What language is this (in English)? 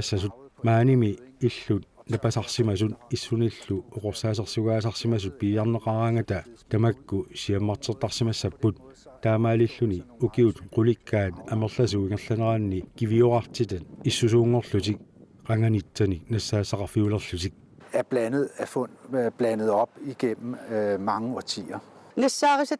Kalaallisut